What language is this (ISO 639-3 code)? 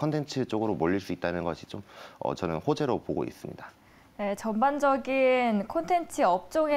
kor